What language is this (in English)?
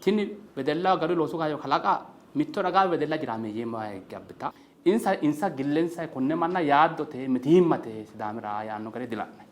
Sidamo